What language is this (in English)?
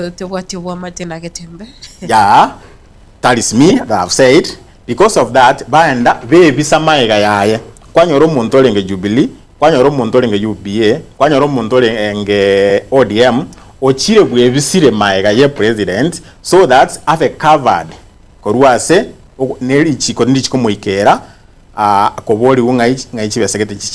Gusii